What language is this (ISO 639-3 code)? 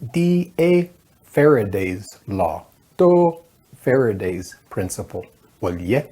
nav